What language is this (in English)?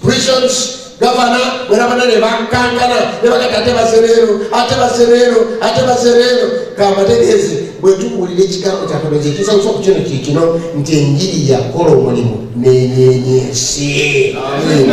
Ganda